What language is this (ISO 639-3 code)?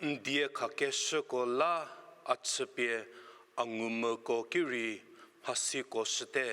njm